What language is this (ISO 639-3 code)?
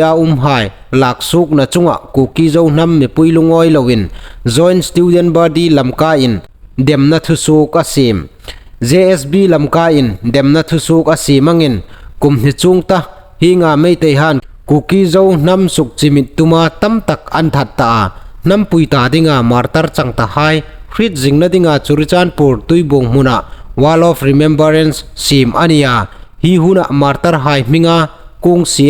hmr